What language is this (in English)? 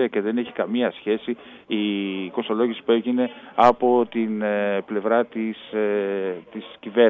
Greek